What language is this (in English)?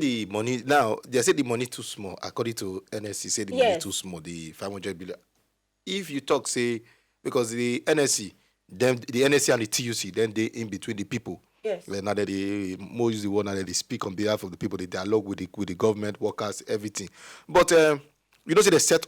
Nigerian Pidgin